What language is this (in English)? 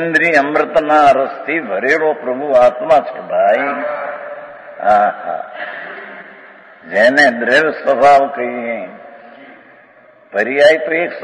Gujarati